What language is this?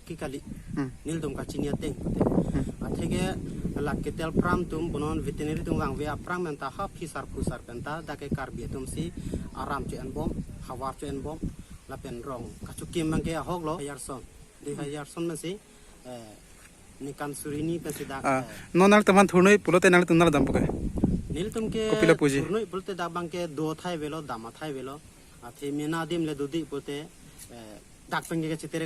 Karbi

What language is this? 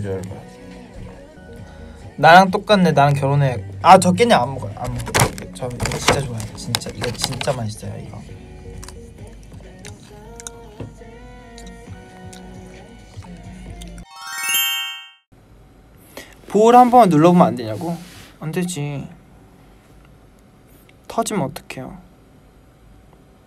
Korean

